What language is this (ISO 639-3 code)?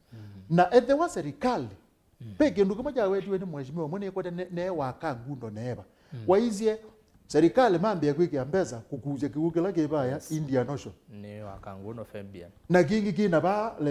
kam